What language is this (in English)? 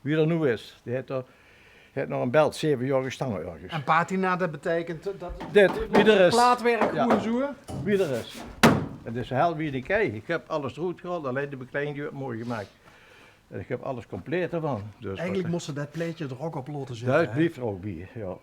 Limburgish